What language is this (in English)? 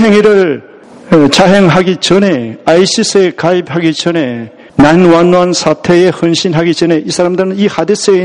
Korean